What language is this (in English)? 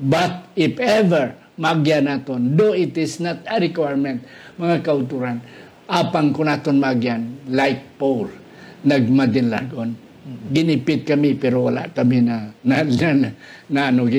Hiligaynon